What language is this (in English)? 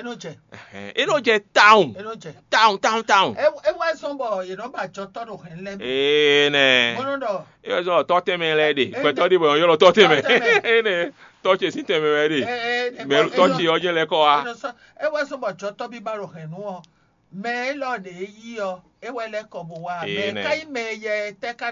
Fon